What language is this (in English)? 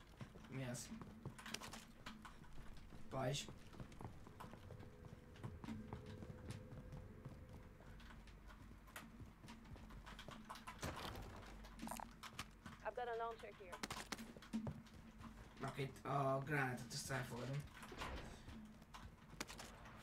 Hungarian